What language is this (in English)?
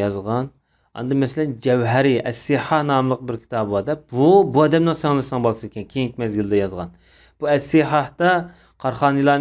Uyghur